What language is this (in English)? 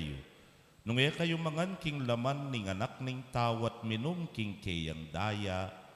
Pampanga